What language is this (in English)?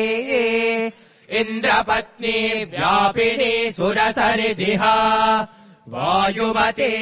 Sanskrit